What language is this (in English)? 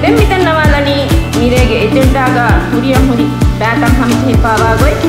Divehi